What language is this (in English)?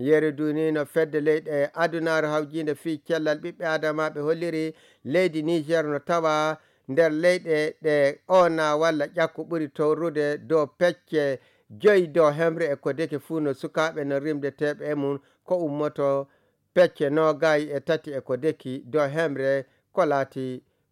Nigerian Fulfulde